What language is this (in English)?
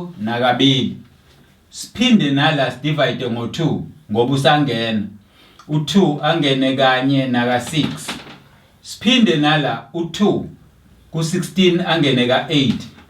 Zulu